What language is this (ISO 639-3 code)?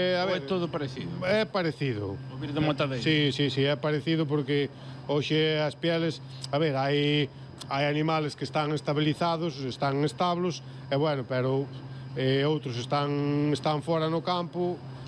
glg